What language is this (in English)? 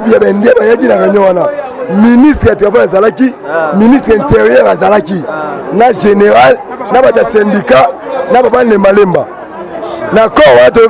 Lingala